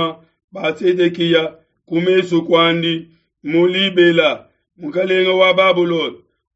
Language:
Luba-Lulua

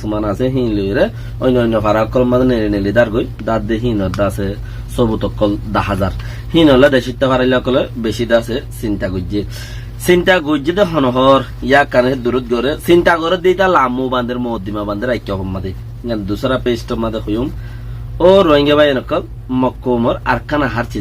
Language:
Rohingya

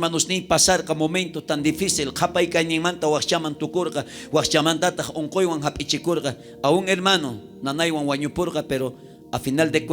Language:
South Bolivian Quechua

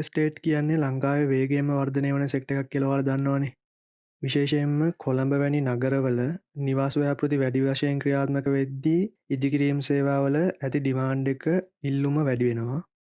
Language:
Sinhala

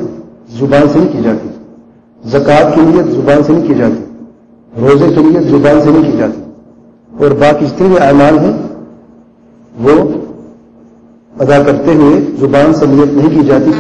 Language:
Urdu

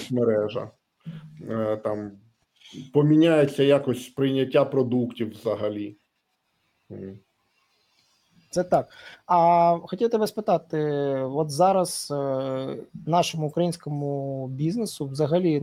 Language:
Ukrainian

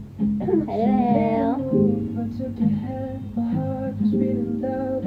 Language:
Thai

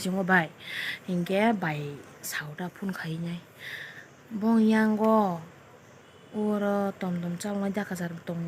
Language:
Kok Borok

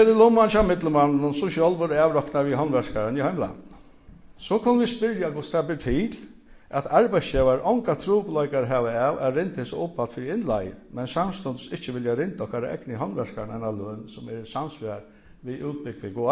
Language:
Faroese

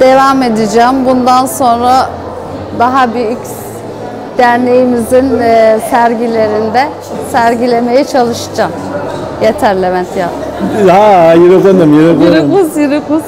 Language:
Kabardian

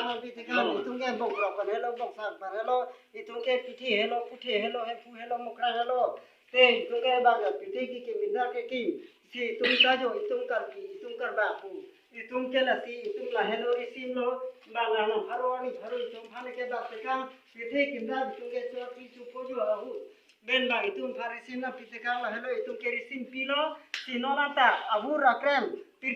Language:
Karbi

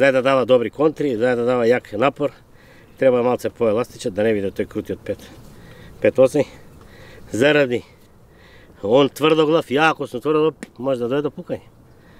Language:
Macedonian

